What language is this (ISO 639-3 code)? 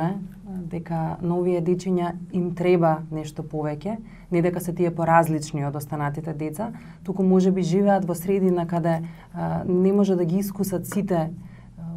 mkd